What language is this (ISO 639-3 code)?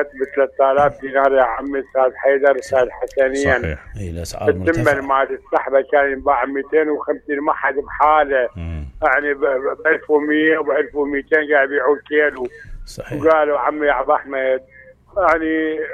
acm